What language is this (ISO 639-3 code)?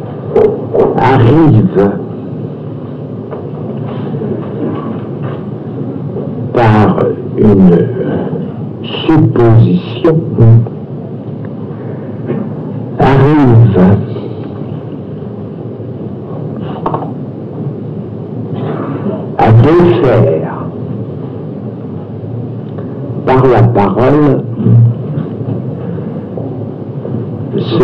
fra